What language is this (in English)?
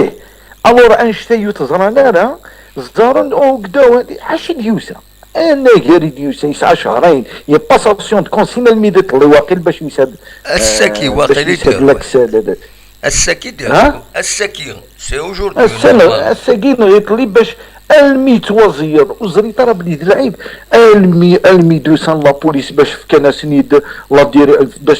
Kabyle